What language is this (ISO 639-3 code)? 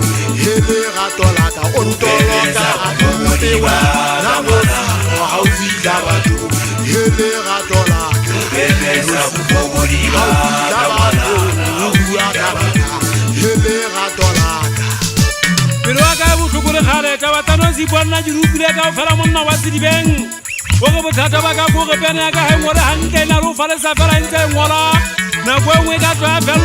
sot